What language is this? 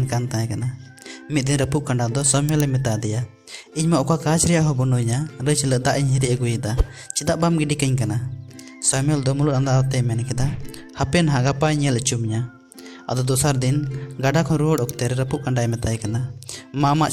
Santali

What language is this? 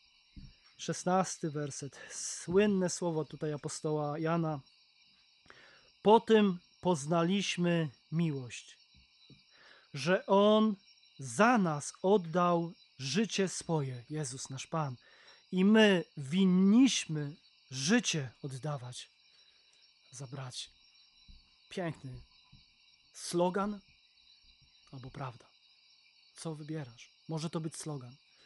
Polish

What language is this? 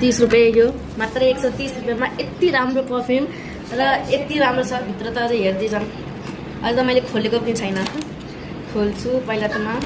Nepali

